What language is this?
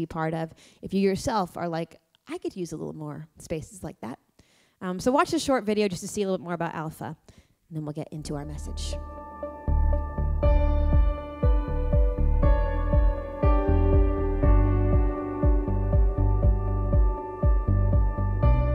English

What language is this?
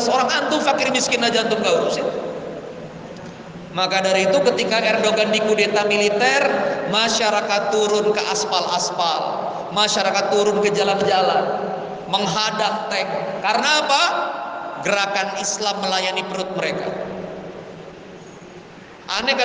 Indonesian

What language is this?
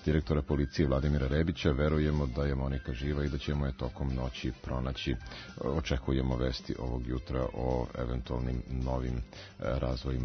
Serbian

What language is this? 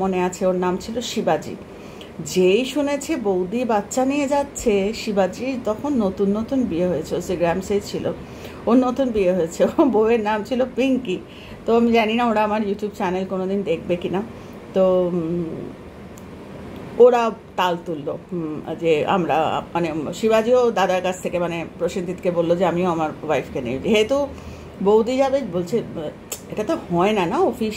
Bangla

